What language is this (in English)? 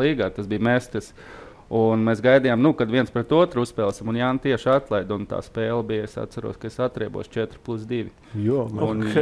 Latvian